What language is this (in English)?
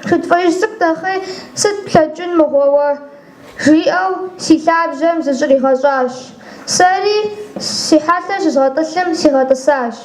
Kabardian